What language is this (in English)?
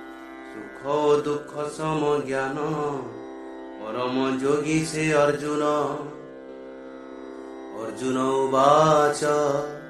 Odia